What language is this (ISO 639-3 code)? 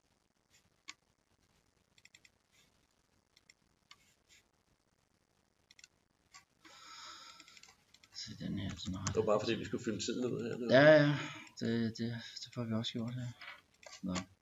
dan